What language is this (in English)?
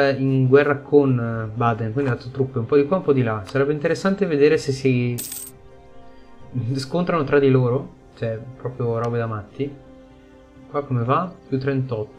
Italian